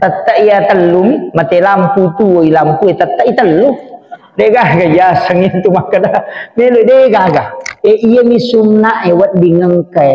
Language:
Buginese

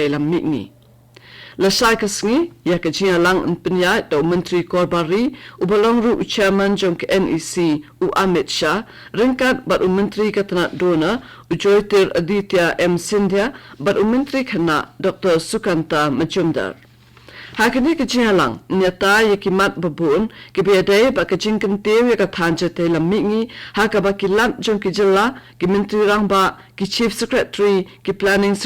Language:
Khasi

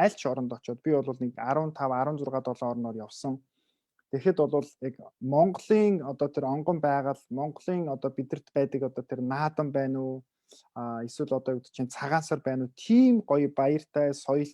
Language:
Mongolian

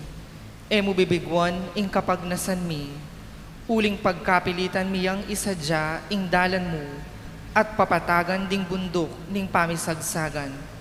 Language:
Pampanga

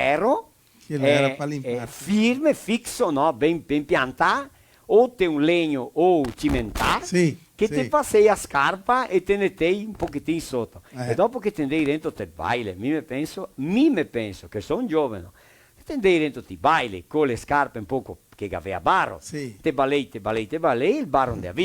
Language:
Venetian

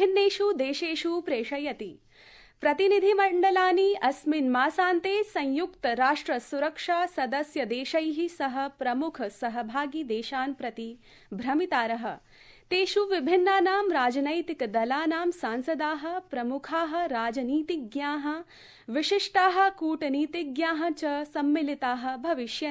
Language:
Sanskrit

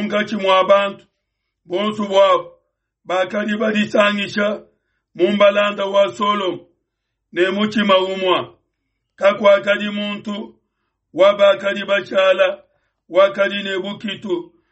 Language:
Luba-Lulua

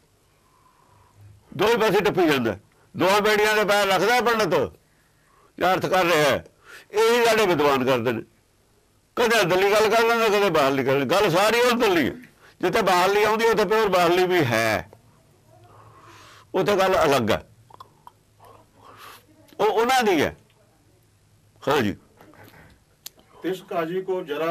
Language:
Punjabi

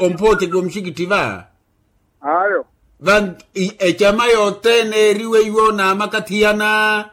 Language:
Makhuwa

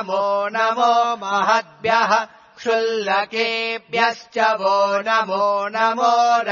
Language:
Sanskrit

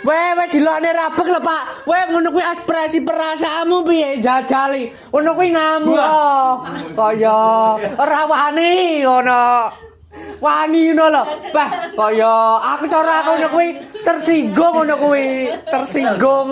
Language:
Javanese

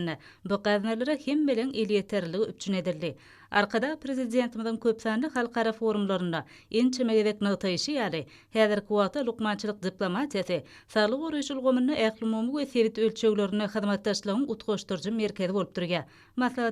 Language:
Turkmen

